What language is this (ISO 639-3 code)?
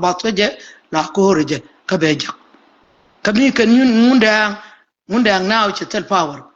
nus